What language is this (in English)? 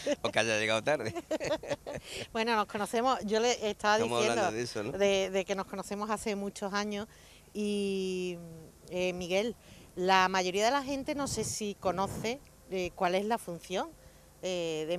Spanish